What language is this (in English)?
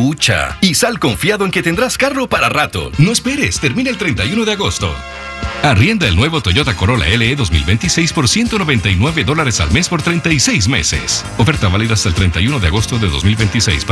Spanish